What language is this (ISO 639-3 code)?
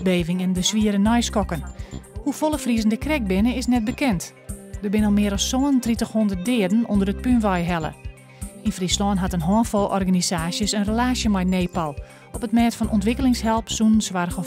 fry